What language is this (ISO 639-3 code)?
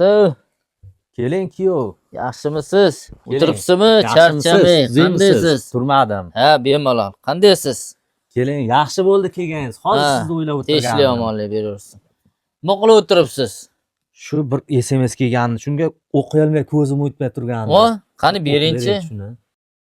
uzb